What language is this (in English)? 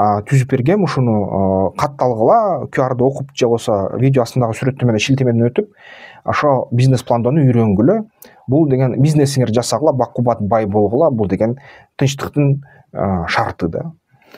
Kyrgyz